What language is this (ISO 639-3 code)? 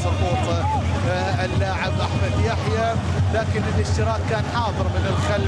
ara